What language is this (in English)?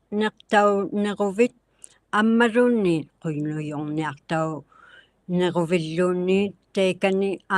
Inuktitut